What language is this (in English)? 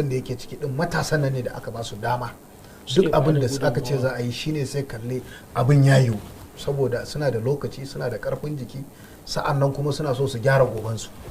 Hausa